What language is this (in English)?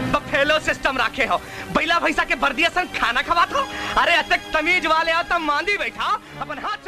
Chhattisgarhi